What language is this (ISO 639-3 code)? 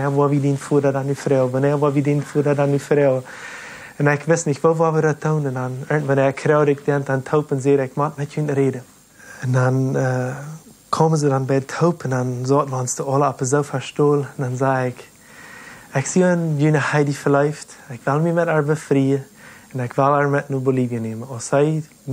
pdt